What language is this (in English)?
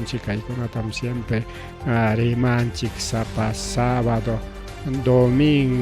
Ayacucho Quechua